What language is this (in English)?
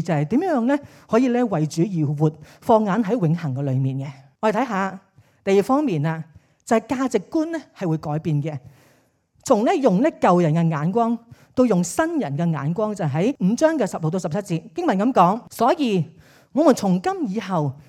Cantonese